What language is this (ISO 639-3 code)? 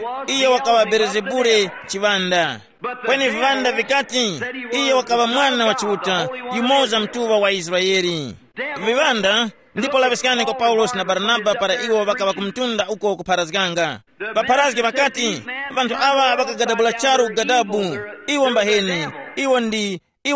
tum